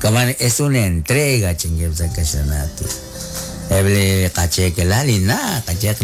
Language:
Kekchí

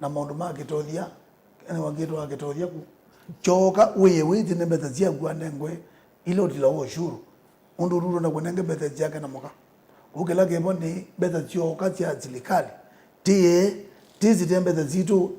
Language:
Kamba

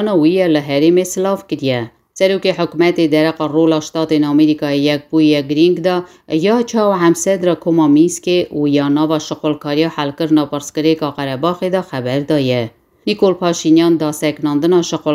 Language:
Kurdish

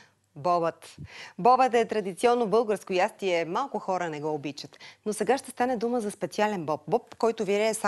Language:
Bulgarian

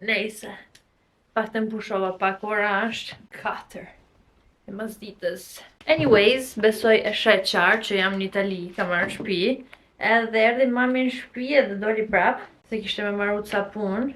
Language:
Albanian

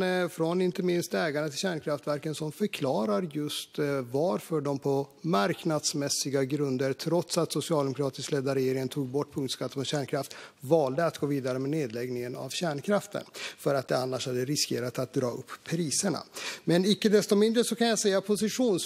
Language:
Swedish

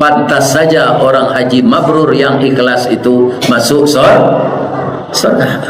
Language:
Minangkabau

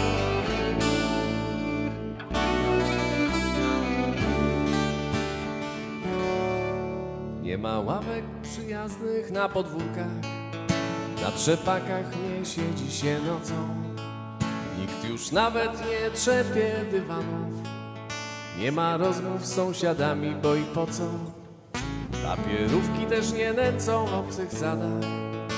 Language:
Polish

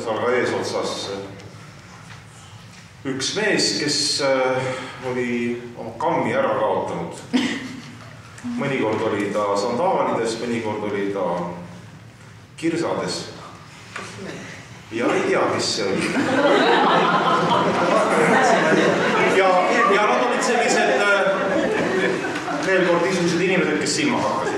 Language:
Estonian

